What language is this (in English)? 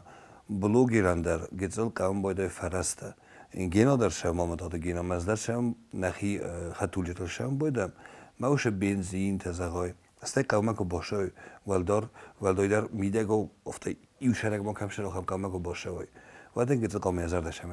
Ossetic